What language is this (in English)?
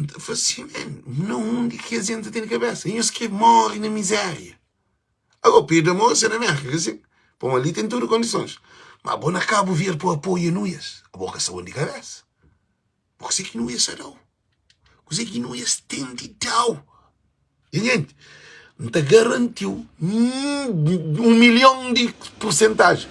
Kabuverdianu